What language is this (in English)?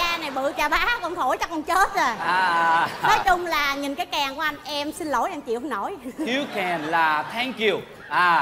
Vietnamese